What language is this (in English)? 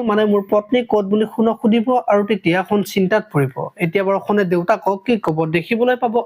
Assamese